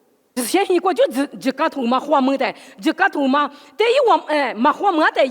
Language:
Lisu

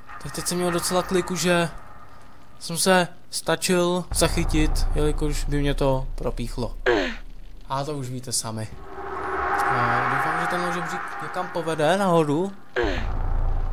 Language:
Czech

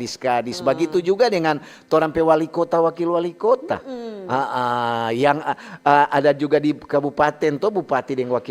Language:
Manado Malay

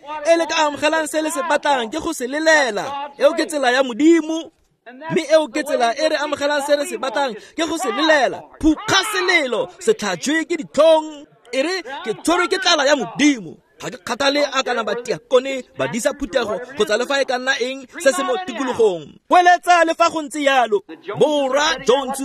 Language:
Tswana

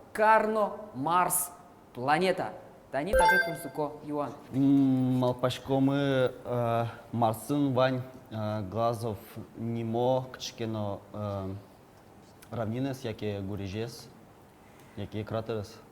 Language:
Udmurt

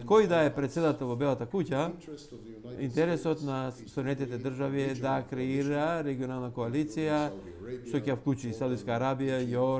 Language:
Macedonian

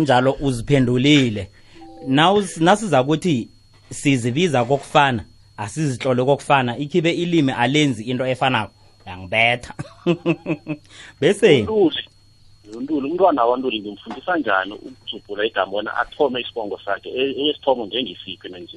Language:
South Ndebele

